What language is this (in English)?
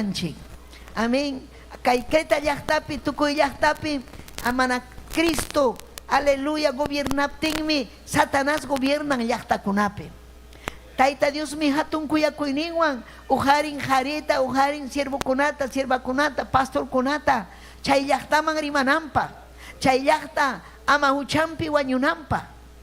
Ayacucho Quechua